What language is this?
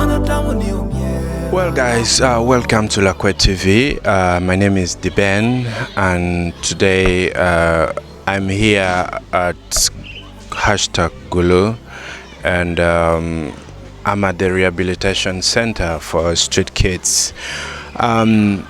Acoli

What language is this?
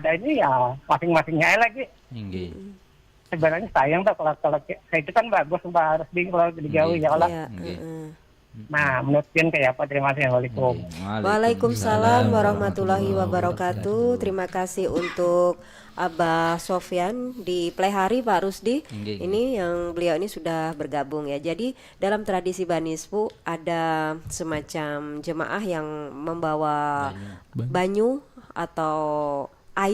Banjar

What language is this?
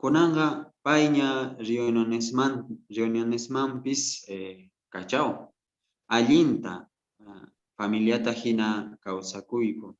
South Bolivian Quechua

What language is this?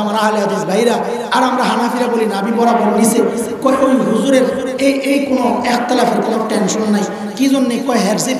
Bangla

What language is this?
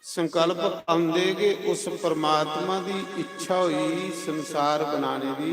Dogri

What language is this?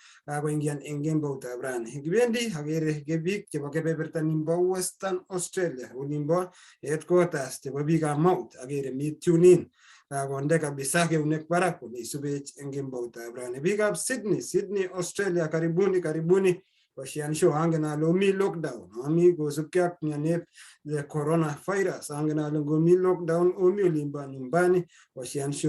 Kalenjin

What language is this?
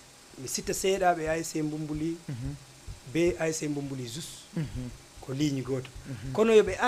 Fula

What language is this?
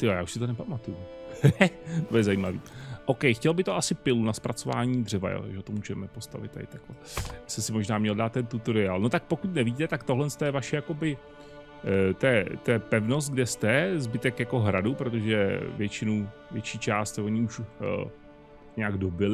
Czech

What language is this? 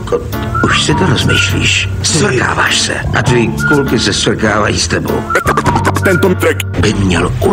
Czech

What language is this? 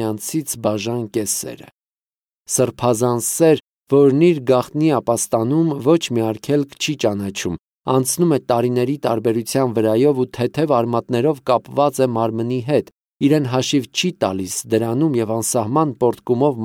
Armenian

